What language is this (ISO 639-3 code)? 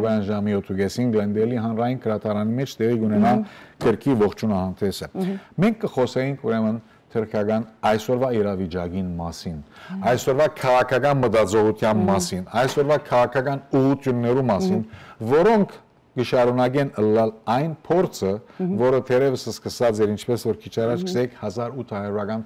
hyw